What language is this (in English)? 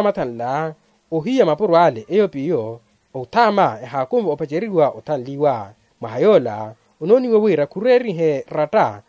Makhuwa